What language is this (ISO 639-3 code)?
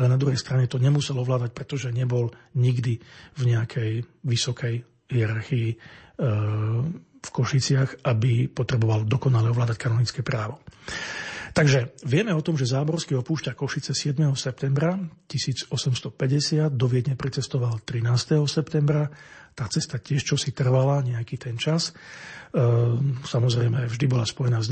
slk